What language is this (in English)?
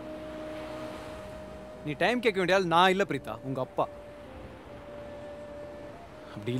Tamil